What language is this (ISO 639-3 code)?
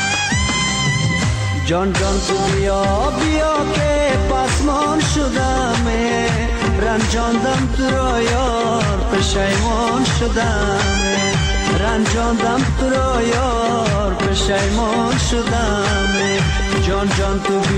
fas